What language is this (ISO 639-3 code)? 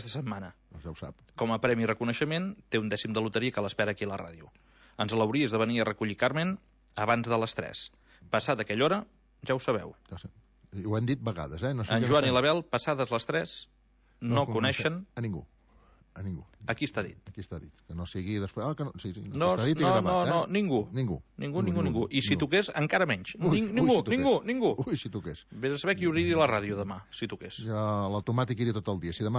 cat